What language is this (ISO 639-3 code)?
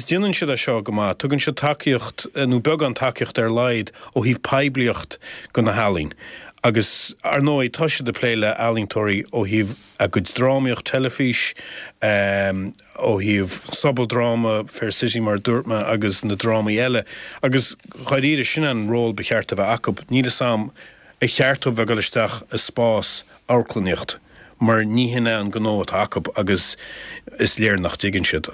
gle